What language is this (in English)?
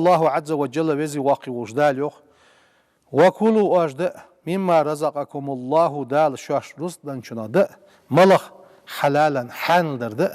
Ingush